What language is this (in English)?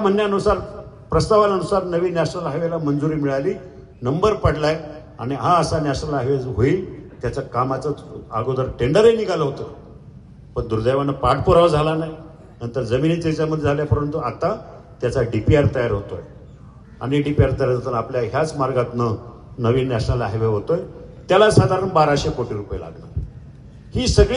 Marathi